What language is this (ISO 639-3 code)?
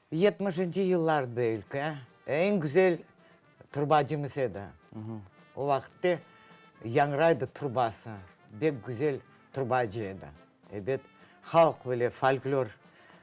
crh